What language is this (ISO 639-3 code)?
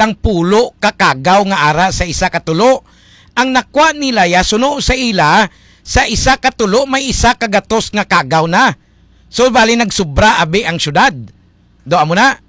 hil